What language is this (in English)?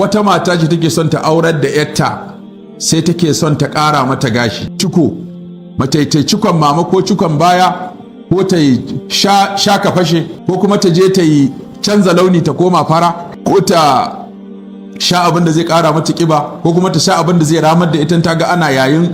Hausa